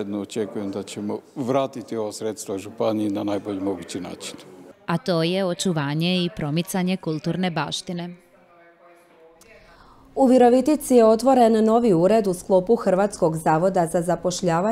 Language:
Croatian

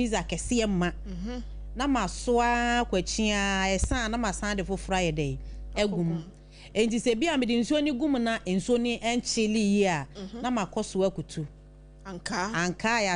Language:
Akan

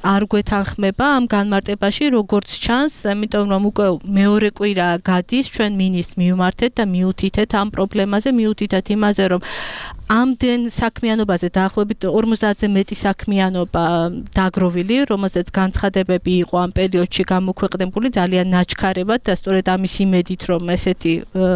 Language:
Georgian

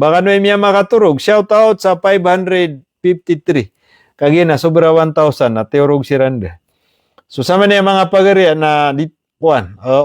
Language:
Maranao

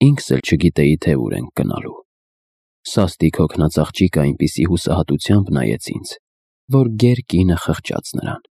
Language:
Armenian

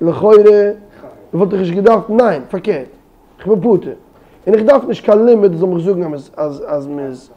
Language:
Yiddish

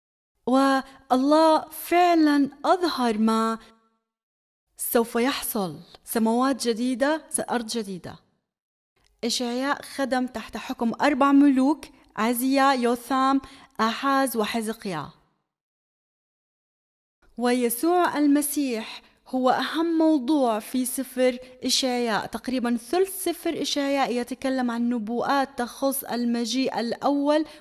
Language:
Arabic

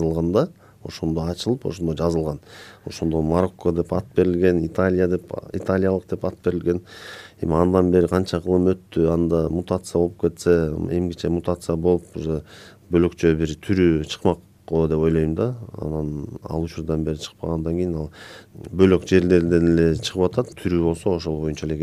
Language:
Kyrgyz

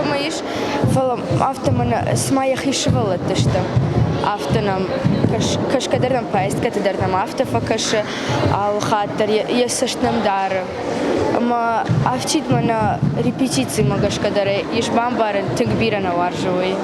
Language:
Ossetic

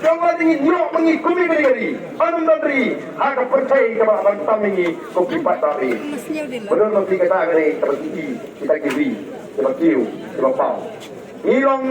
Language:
Khasi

